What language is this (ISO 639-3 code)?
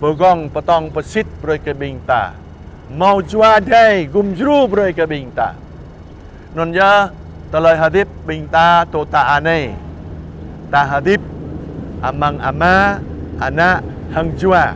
jra